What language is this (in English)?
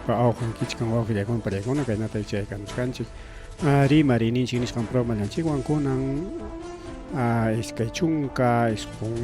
Ayacucho Quechua